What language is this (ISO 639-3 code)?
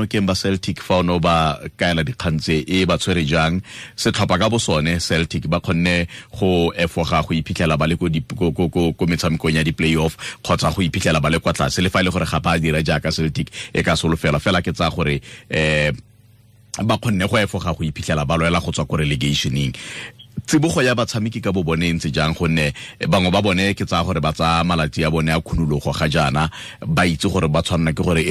tsn